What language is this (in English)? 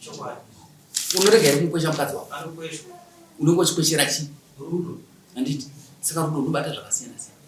Shona